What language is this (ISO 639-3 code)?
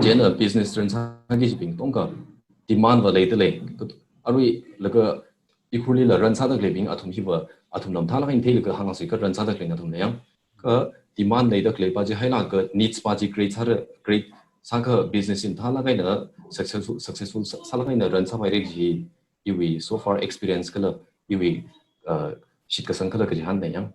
nmf